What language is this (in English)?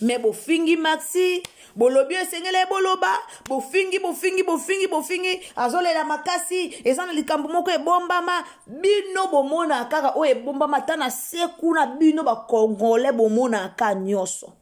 Lingala